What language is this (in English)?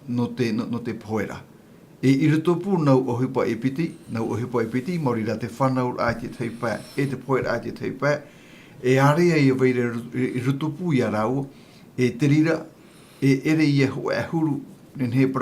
Tahitian